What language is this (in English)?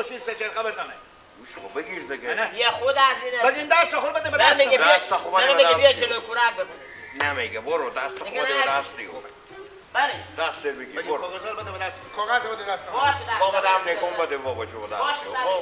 Persian